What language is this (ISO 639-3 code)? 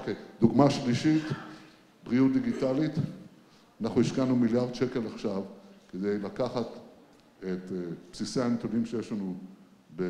heb